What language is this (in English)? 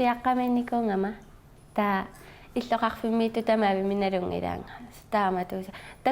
Kalaallisut